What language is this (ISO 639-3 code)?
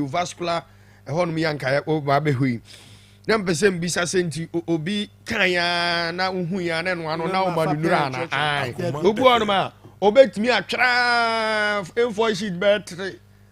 aka